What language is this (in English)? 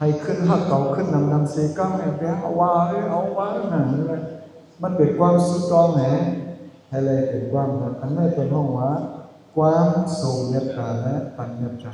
Shan